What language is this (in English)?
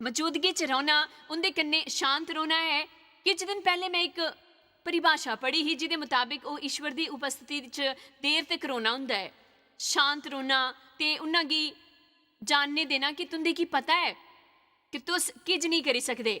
Dogri